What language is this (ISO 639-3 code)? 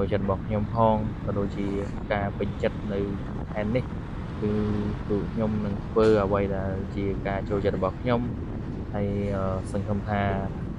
khm